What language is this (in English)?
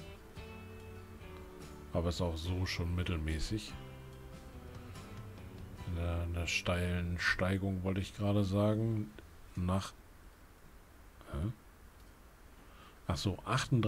German